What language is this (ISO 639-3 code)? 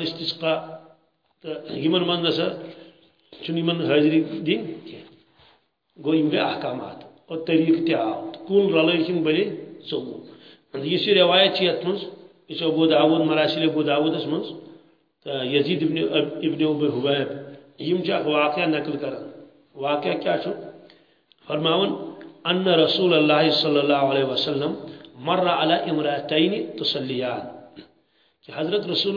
kas